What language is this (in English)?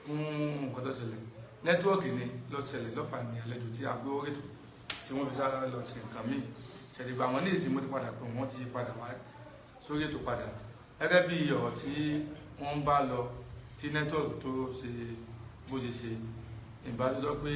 Yoruba